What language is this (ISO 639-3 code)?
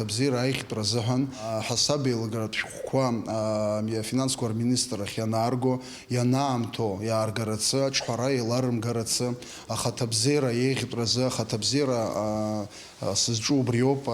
abk